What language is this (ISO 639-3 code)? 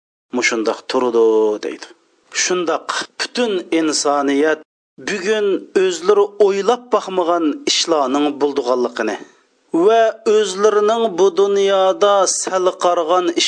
uig